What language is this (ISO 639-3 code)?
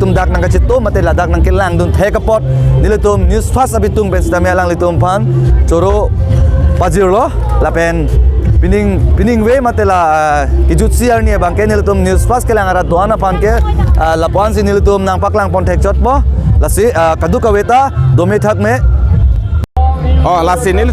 mjw